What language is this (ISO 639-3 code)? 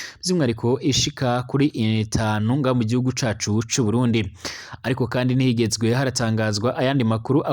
run